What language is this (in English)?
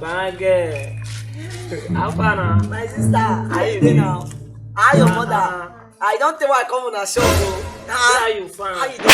Nigerian Pidgin